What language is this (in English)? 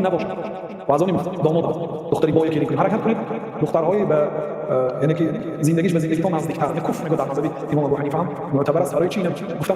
Tajik